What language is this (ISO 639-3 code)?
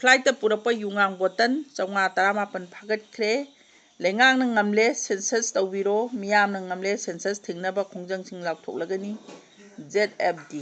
mni